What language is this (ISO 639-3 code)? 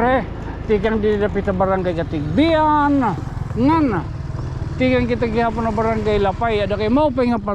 war